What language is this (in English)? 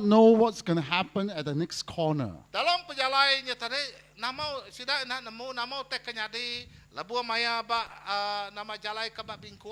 Iban